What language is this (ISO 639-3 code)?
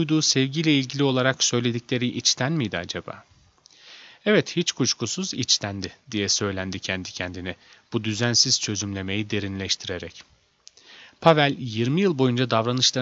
tur